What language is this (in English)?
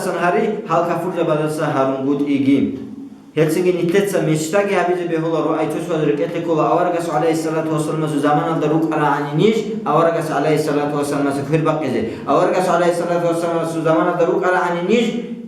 Avaric